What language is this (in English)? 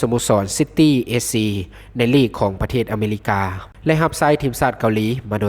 Lao